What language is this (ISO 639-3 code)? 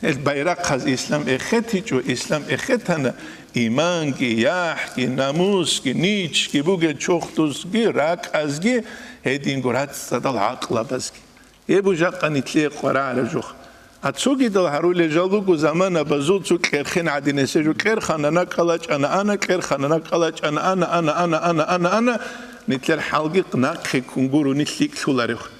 ava